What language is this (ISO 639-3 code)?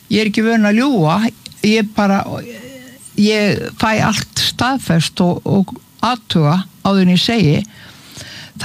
isl